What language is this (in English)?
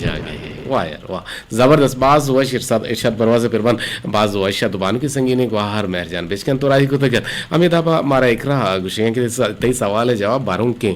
Eastern Balochi